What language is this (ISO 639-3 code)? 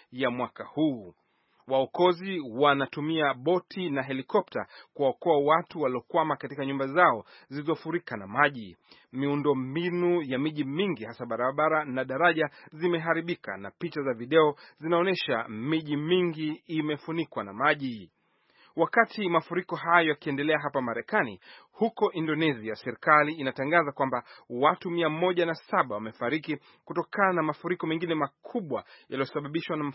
swa